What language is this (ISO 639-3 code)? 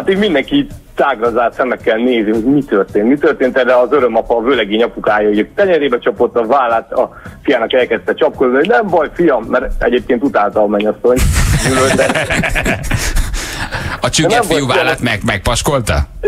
hun